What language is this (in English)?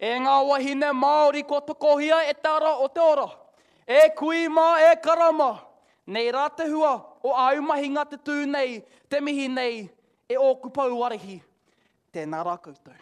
Māori